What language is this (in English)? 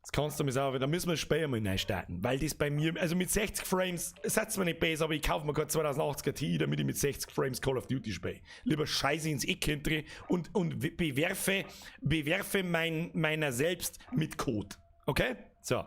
Bavarian